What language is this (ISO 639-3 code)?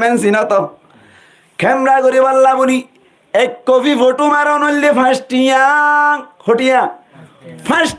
rhg